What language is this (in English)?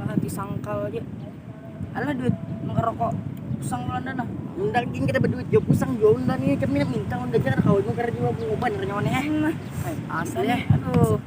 Banjar